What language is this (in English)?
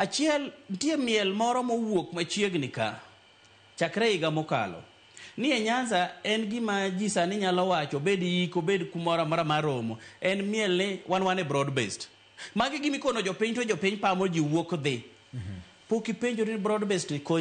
Luo (Kenya and Tanzania)